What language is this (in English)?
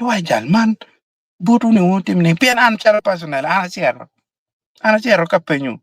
Acoli